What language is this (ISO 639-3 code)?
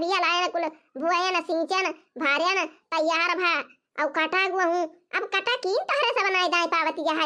awa